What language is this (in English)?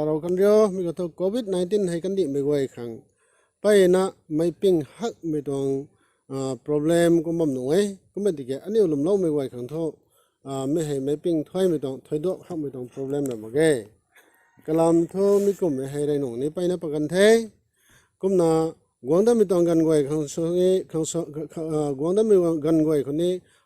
Rongmei Naga